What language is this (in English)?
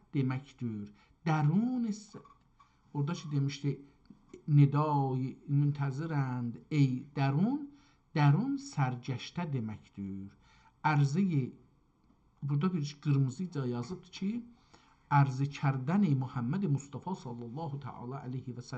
South Azerbaijani